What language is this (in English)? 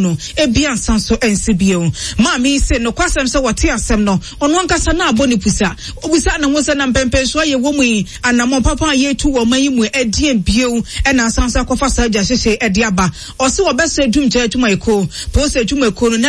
Akan